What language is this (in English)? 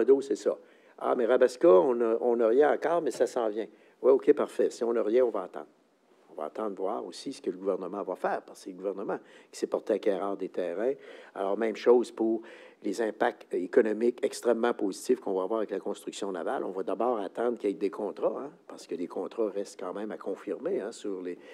French